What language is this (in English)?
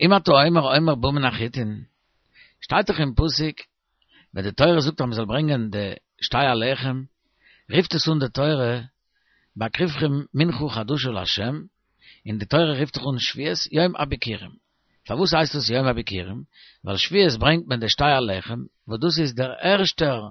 Yiddish